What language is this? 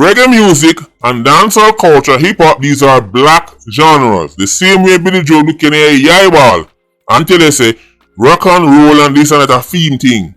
Jamaican Creole English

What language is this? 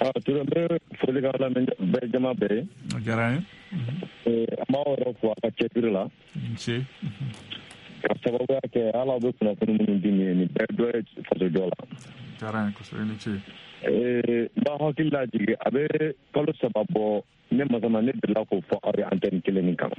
Bambara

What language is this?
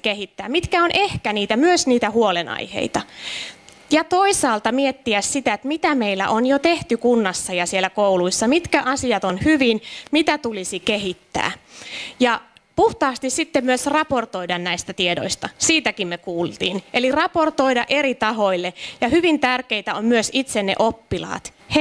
Finnish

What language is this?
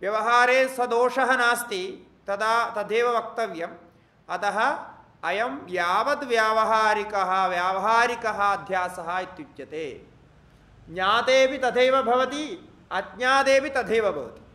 Sanskrit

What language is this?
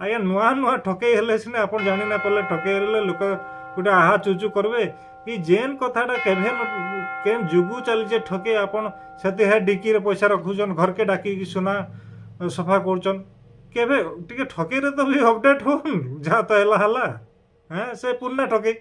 Sambalpuri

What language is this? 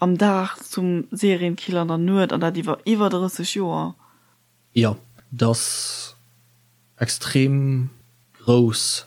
Luxembourgish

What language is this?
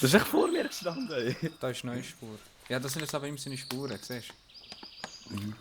Swiss German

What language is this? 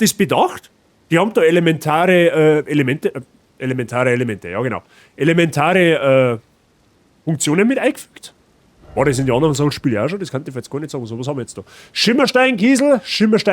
Bavarian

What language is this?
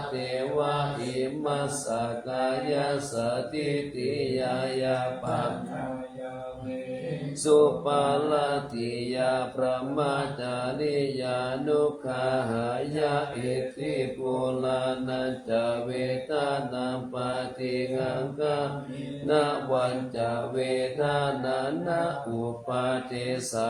Pali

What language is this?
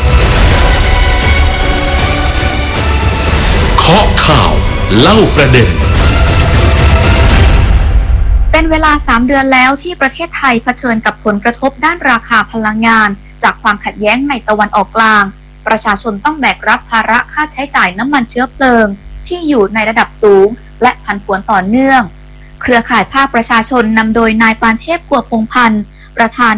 Thai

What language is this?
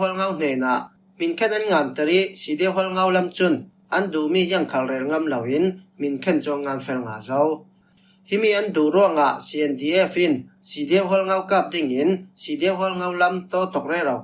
Falam Chin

